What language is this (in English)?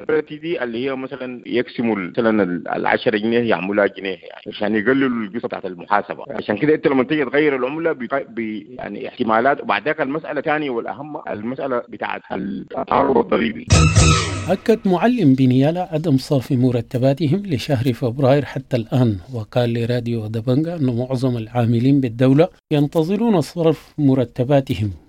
Sudanese Arabic